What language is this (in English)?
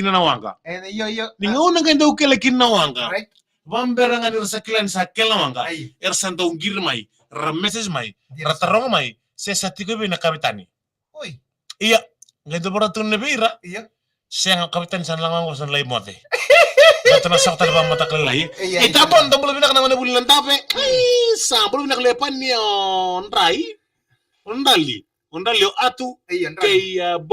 Fijian